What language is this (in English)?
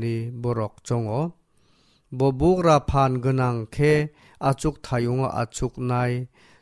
Kok Borok